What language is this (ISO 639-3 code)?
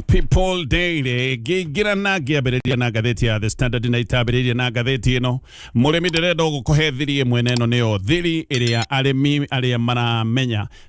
kik